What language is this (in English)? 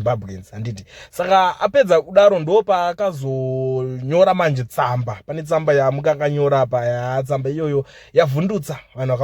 Shona